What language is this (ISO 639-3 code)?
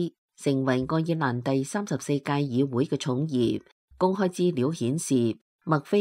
yue